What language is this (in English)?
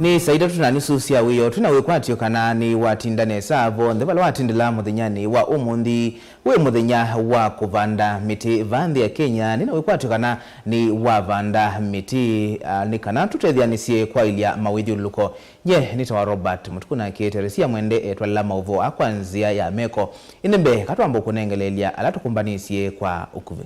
Kamba